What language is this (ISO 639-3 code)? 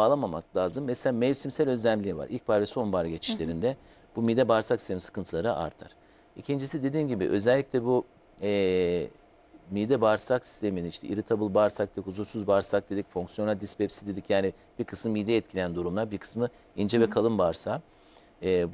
tur